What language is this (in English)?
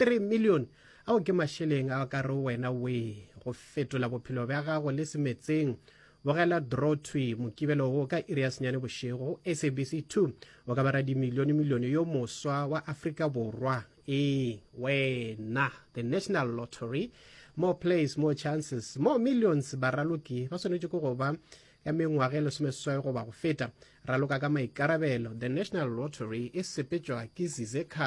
Northern Sotho